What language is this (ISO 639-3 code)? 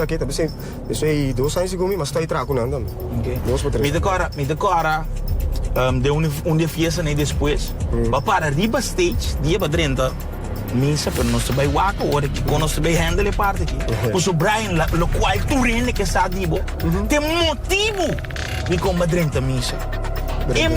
pap